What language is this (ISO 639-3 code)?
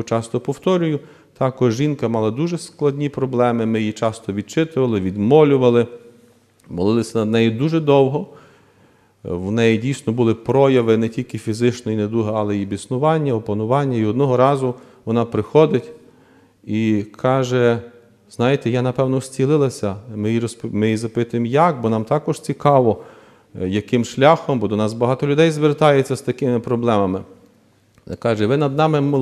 ukr